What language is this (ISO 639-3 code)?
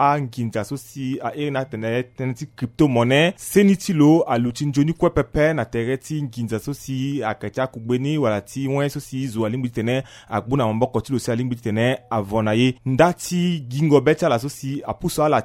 sag